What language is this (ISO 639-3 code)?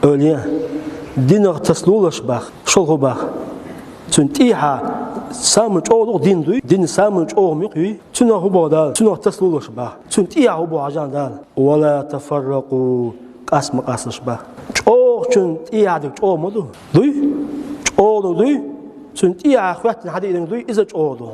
che